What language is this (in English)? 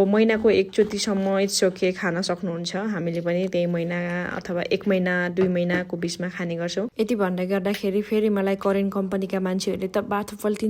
Nepali